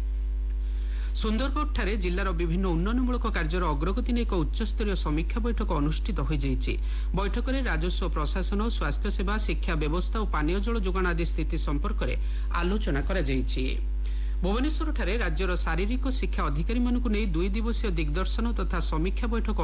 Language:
Odia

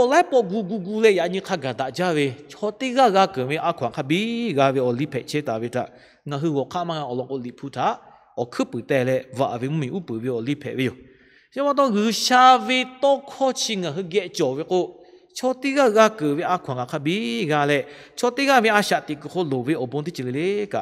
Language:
Lahu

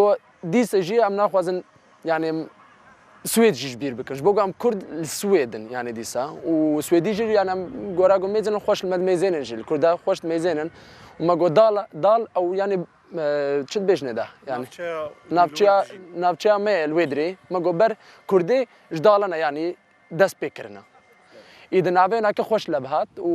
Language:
Kurdish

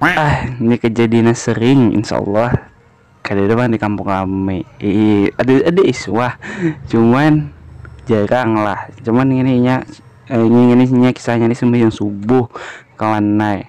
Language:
Banjar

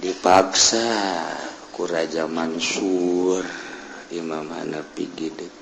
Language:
Sundanese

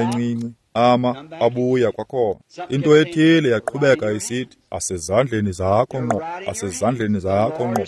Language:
Xhosa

